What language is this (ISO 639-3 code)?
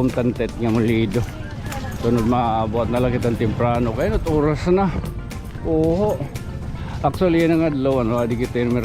war